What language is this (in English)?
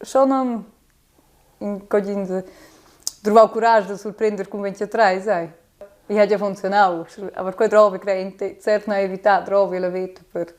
Romansh